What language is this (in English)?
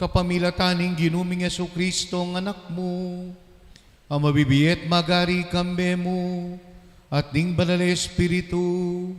Pampanga